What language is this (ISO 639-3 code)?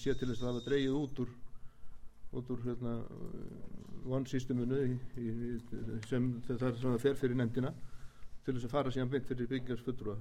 isl